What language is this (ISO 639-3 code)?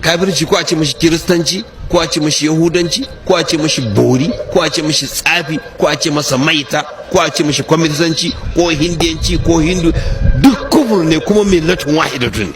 hau